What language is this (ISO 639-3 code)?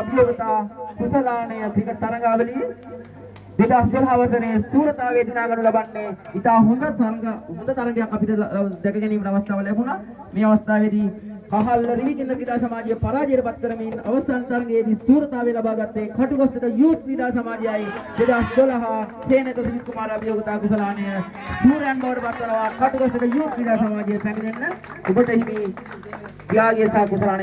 sin